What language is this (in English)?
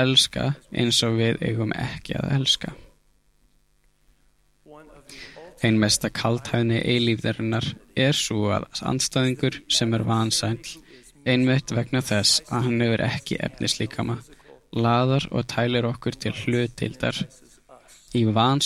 Icelandic